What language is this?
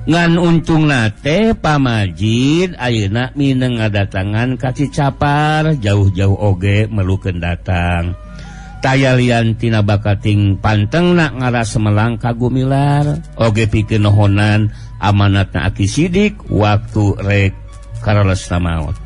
Sundanese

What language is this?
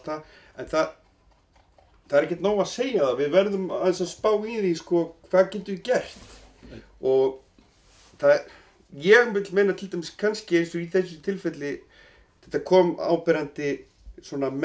Icelandic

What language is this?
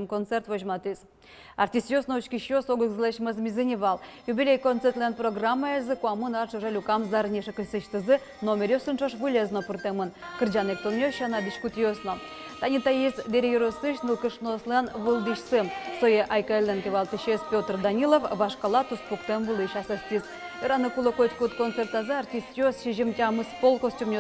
Udmurt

